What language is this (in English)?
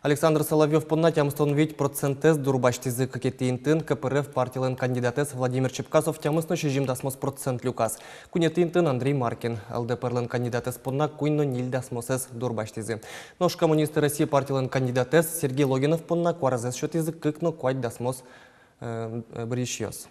Udmurt